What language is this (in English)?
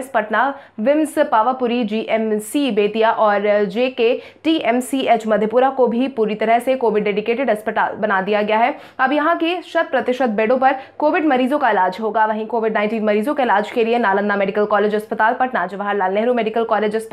Hindi